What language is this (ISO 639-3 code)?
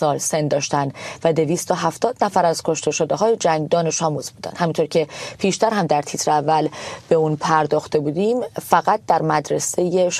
fas